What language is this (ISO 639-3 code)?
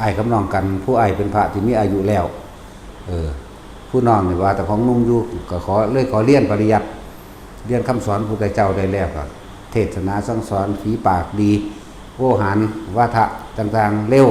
tts